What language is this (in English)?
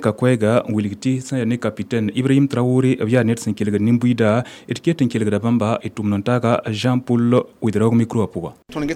Mossi